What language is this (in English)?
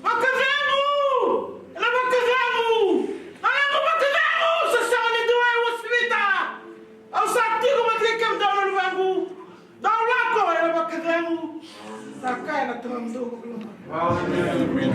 Fijian